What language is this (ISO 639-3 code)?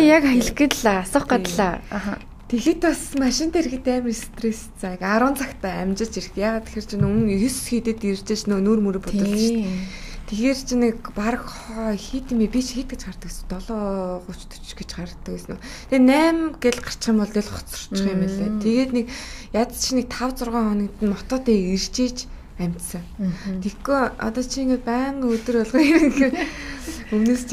mon